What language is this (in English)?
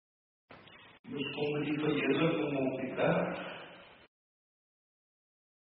Afrikaans